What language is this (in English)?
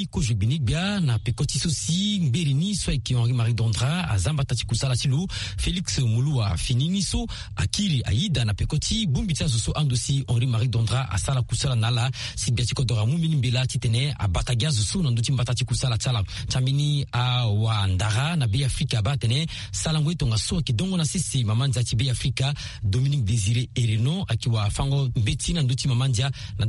Sango